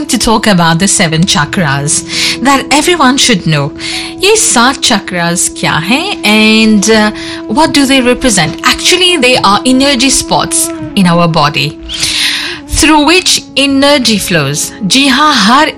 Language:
Hindi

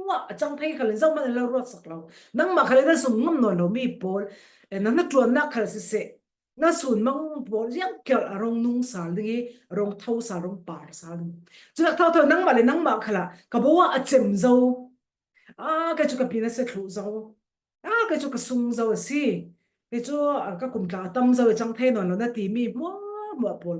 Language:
Falam Chin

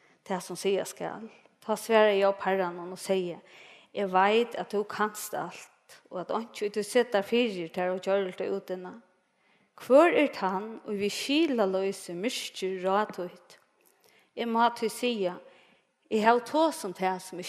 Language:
Faroese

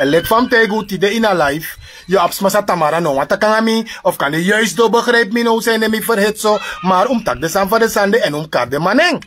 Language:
Sranan Tongo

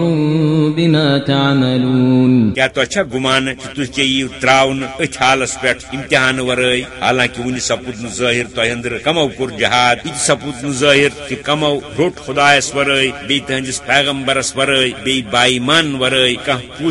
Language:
Kashmiri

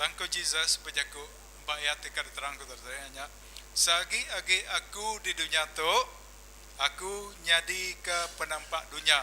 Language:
Iban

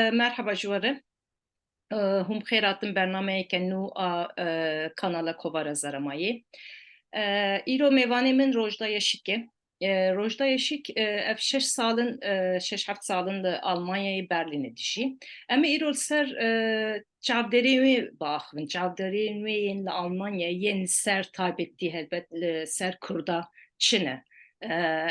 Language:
Kurdish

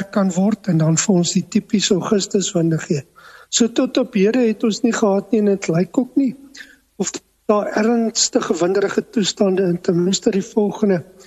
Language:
Afrikaans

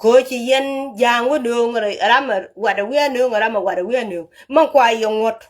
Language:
Nuer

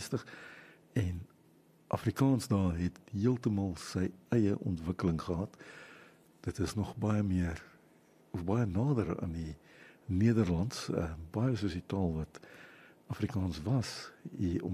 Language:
Afrikaans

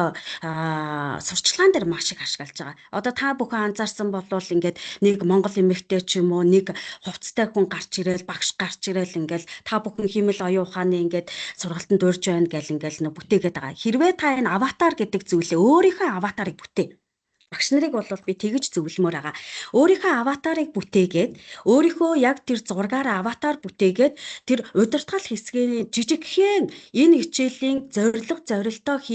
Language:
Mongolian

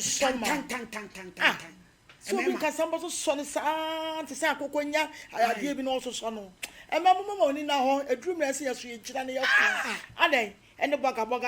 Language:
Akan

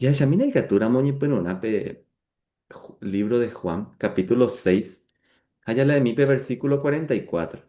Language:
Guarani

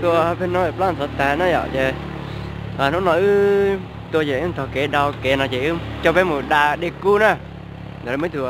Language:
Hmong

